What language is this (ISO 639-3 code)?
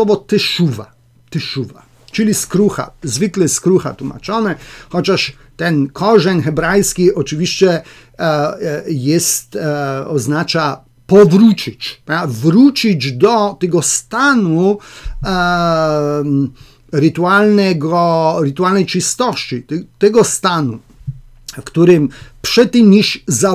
pol